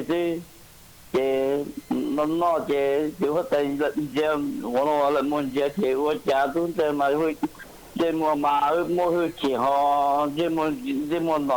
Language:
Hmong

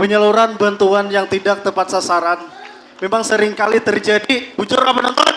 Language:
Banjar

